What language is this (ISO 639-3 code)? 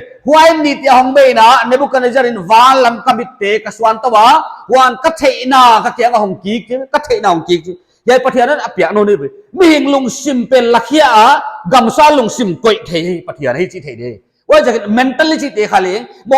pck